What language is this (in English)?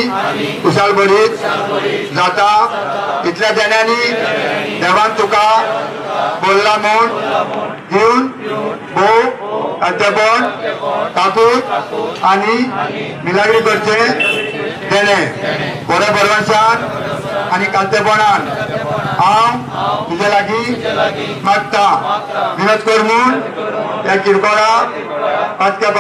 Konkani